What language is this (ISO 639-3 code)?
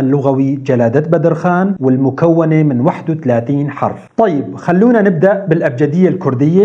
apc